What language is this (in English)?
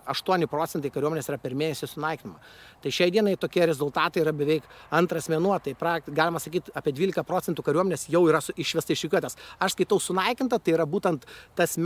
Lithuanian